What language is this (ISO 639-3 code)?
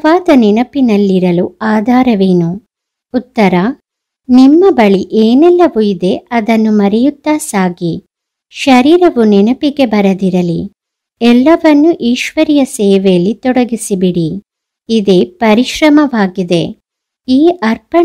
kan